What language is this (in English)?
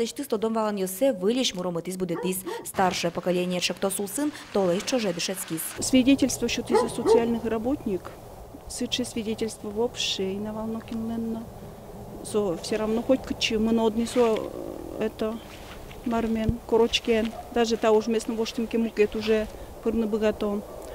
Udmurt